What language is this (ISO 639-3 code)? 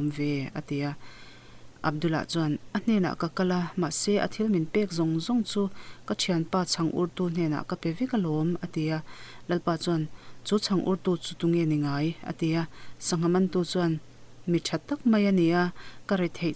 lus